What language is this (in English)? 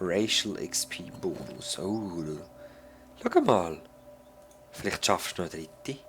Swiss German